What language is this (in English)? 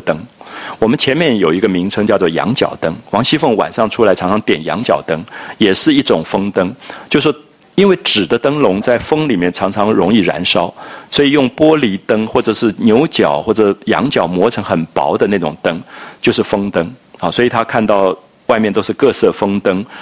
Chinese